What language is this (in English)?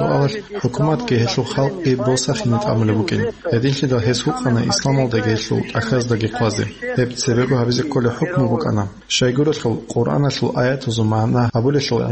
Avaric